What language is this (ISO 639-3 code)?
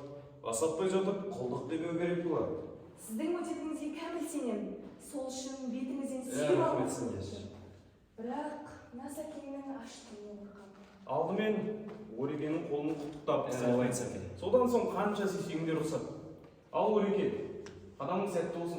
kaz